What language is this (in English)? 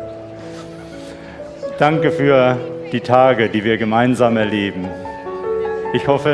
German